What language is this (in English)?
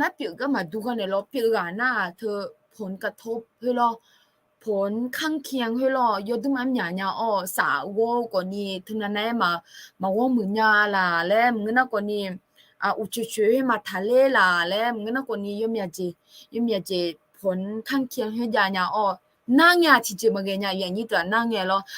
Akha